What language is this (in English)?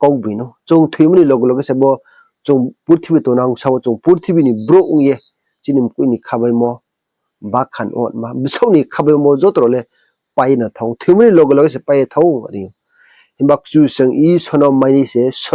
Riang (India)